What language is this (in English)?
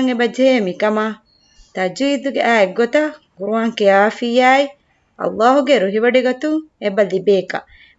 Divehi